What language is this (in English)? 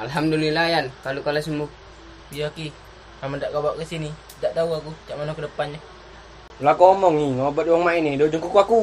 Musi